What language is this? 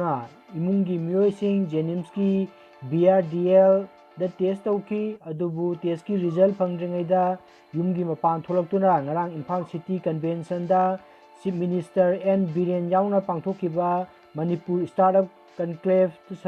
Manipuri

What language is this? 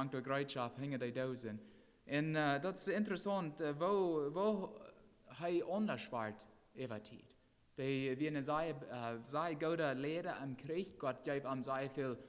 Plautdietsch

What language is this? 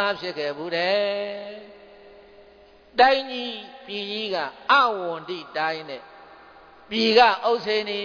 Burmese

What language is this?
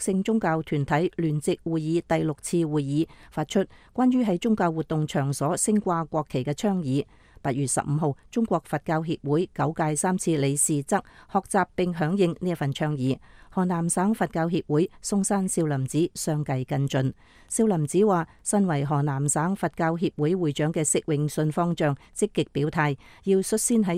Cantonese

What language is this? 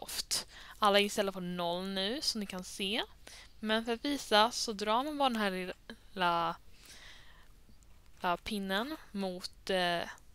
Swedish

